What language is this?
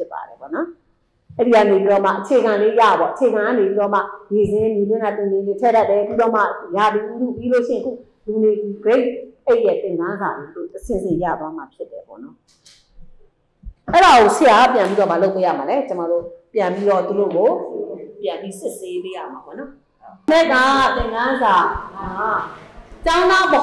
Burmese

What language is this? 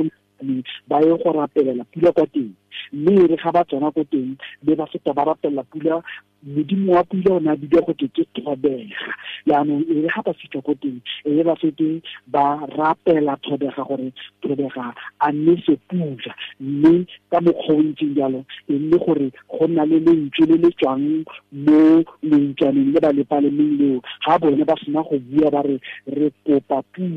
Tswana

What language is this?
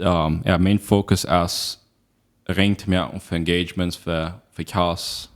Plautdietsch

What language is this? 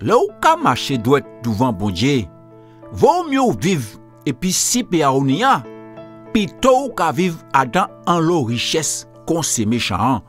Guadeloupean Creole French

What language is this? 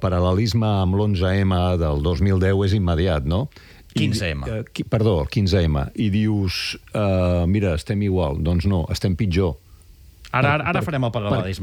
Catalan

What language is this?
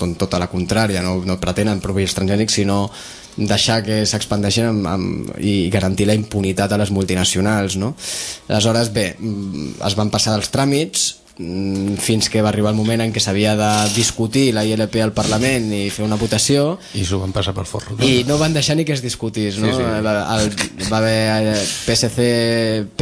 Catalan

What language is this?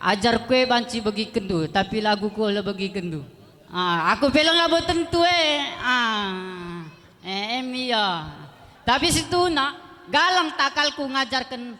Batak Karo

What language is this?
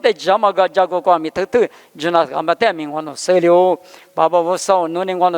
Lisu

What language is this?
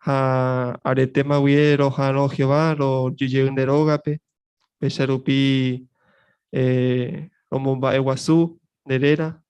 Guarani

